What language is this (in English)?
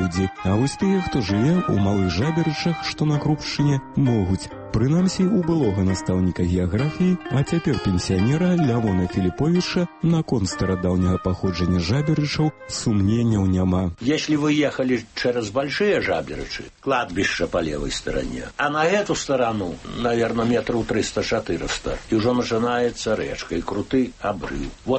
Belarusian